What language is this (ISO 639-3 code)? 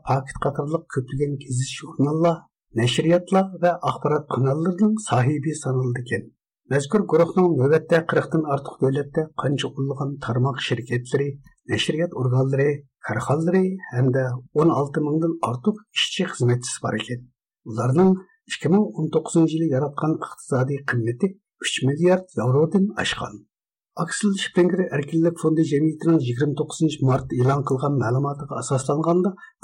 uig